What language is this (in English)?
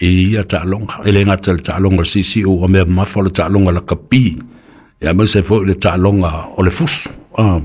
Samoan